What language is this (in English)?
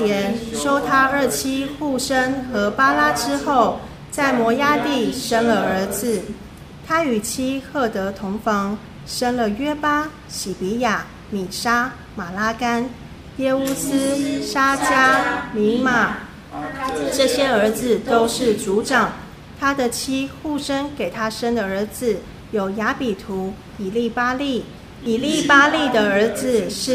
Chinese